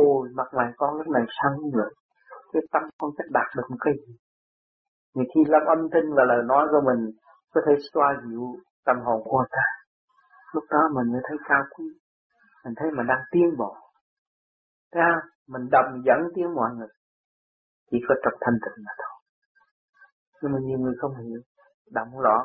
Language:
Vietnamese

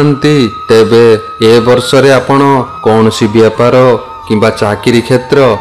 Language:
Odia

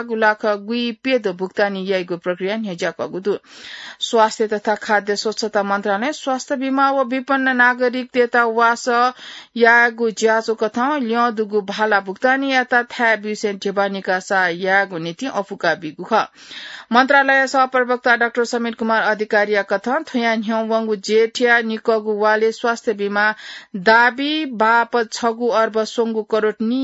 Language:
Newari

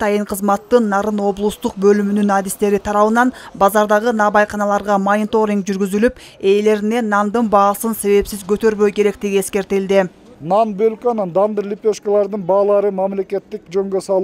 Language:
Kyrgyz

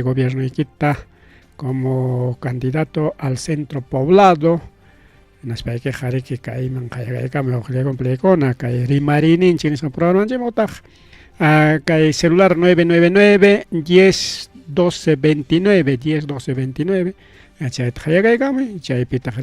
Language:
Ayacucho Quechua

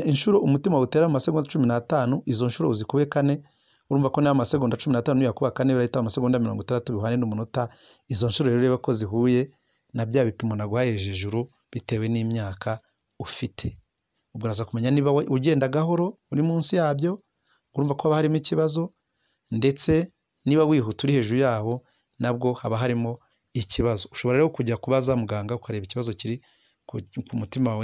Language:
Kinyarwanda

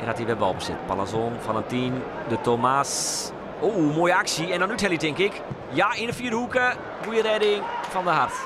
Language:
Western Frisian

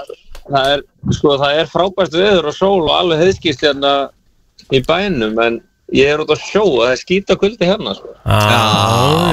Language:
Icelandic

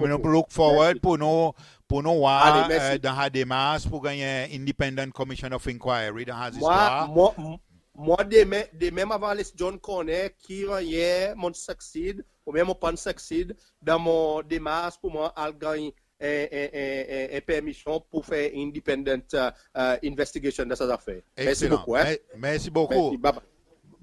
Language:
Seselwa Creole French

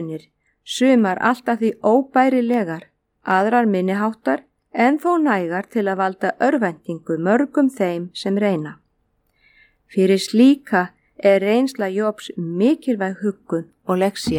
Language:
Icelandic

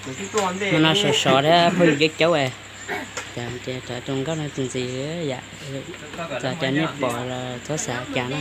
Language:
Hmong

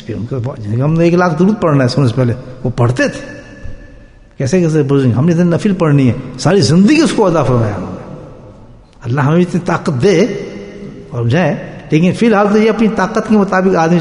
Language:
Urdu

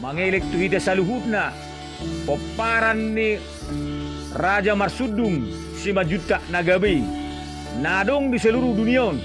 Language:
Batak Toba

